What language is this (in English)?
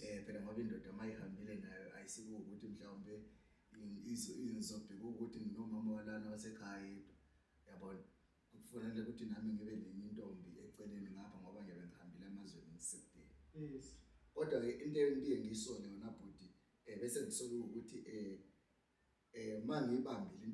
Zulu